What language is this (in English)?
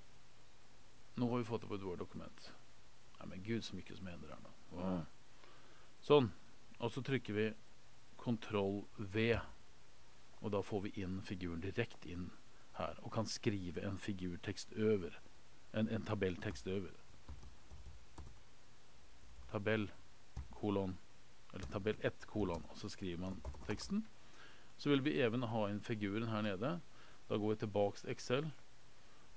Norwegian